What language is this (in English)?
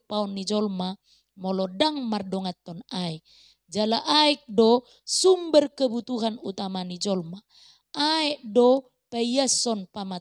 Batak Toba